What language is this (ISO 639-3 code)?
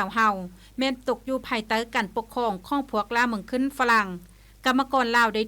lao